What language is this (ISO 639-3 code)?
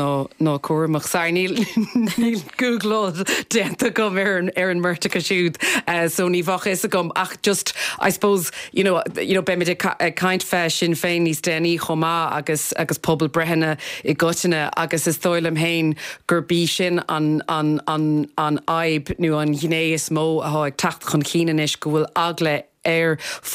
gle